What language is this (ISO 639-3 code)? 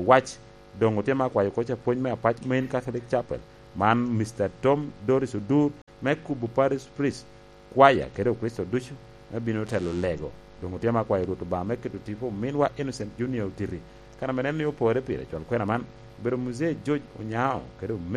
laj